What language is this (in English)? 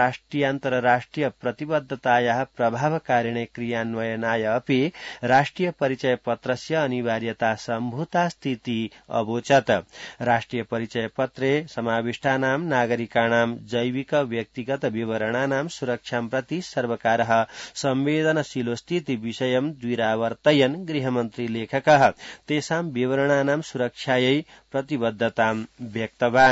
Sanskrit